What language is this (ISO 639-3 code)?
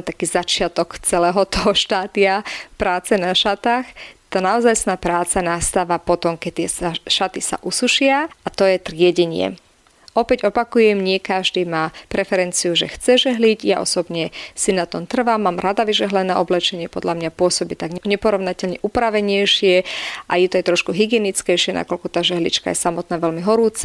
slk